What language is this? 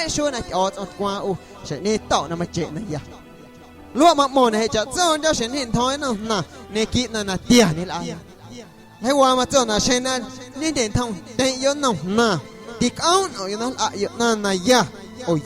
Guerrero Amuzgo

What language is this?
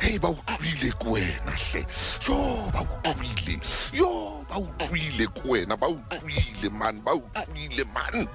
Southern Sotho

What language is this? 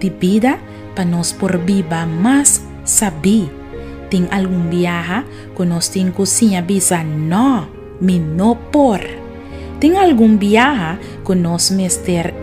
Papiamento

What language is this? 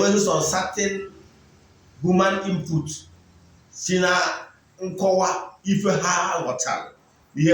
Igbo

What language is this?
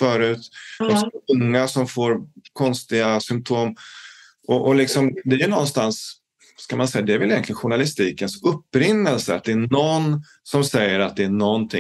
Swedish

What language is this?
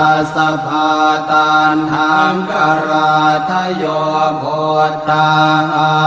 Pali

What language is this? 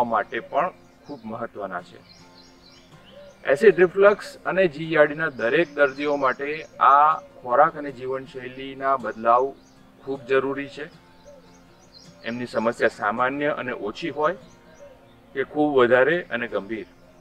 Gujarati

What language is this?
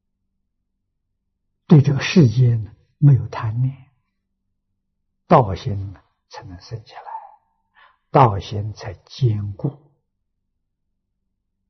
Chinese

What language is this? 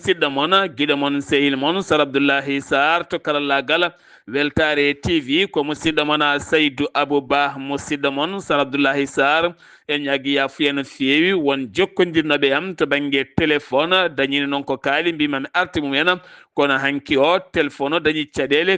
Fula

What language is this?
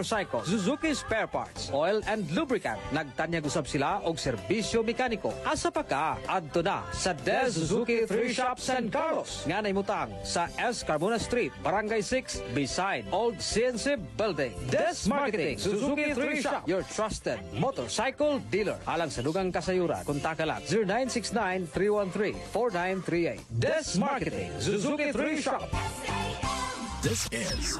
Cebuano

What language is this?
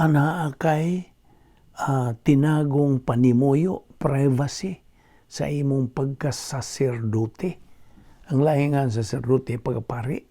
Cebuano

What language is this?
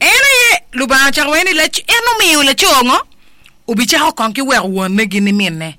Acoli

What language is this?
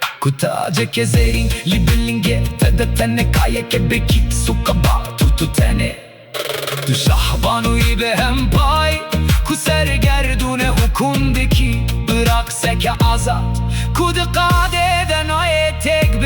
Kurdish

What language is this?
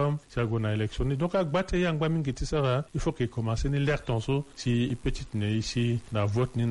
Sango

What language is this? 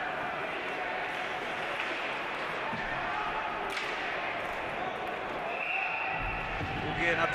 Slovak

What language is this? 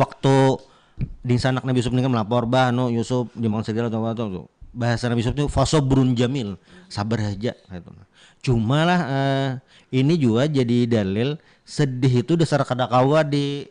Banjar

